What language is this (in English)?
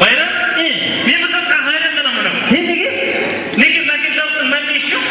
Kara-Kalpak